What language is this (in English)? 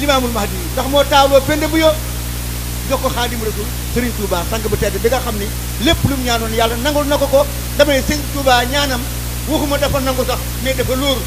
Wolof